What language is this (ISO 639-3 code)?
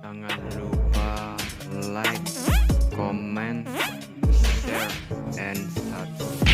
min